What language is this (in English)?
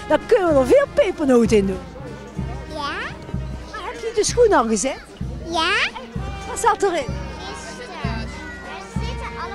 Dutch